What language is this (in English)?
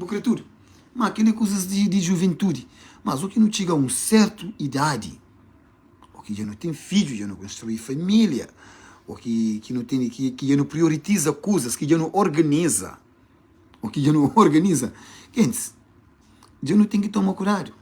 Kabuverdianu